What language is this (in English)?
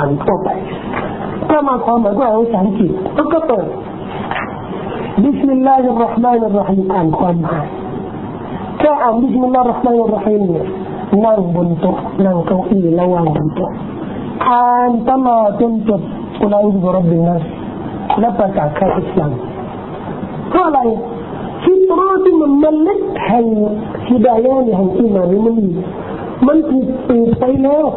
Thai